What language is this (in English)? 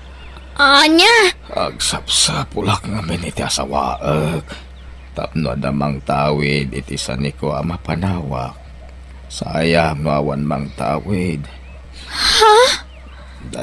Iloko